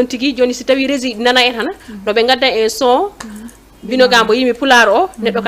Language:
Fula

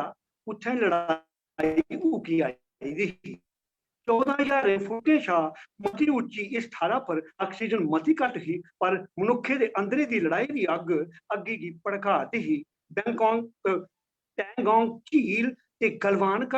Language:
Dogri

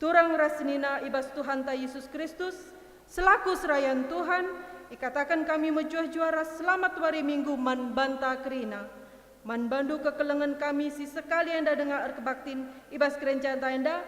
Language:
Batak Karo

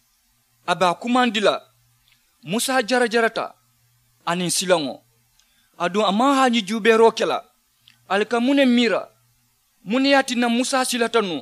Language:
Mandingo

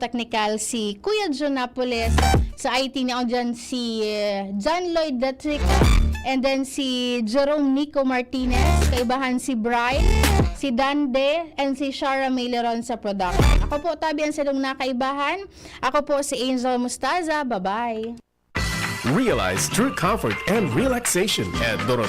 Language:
Bikol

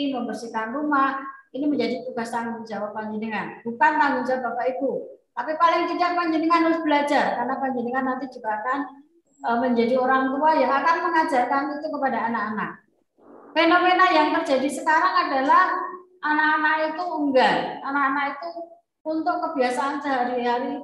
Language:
Indonesian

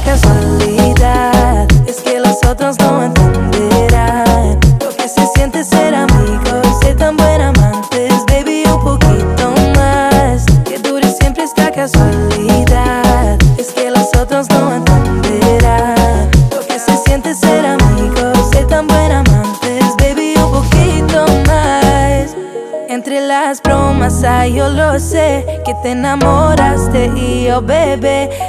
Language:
Spanish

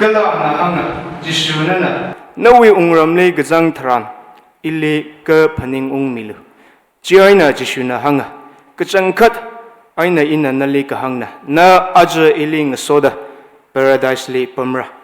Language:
Tangkhul Naga (India)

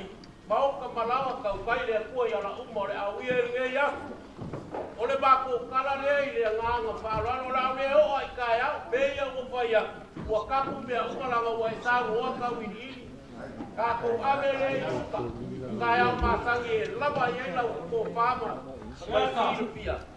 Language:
Samoan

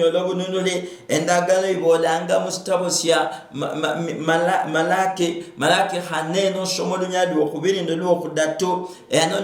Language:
Luyia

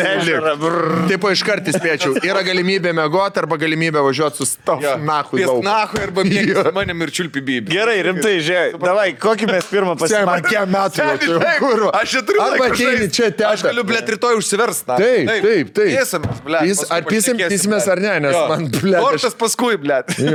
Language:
Lithuanian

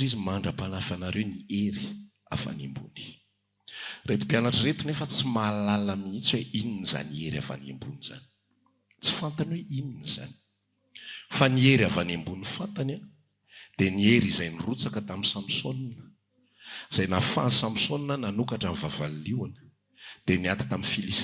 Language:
Malagasy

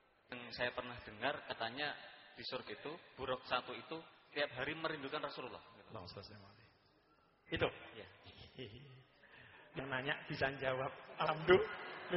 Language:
Indonesian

